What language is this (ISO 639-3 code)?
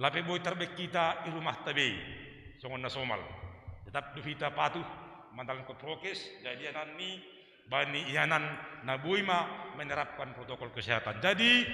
bts